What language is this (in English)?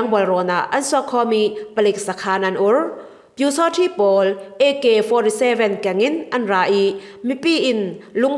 Falam Chin